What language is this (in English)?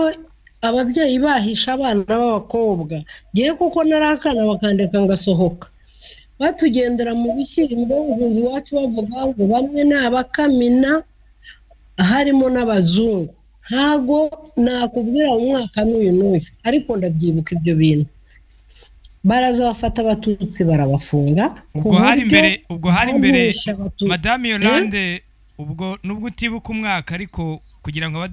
Kinyarwanda